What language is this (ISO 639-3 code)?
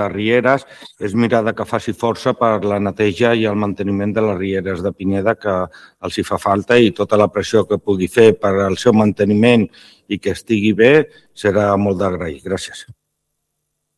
cat